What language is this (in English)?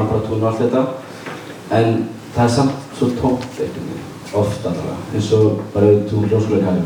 Icelandic